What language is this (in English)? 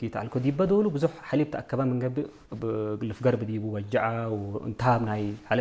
Tigre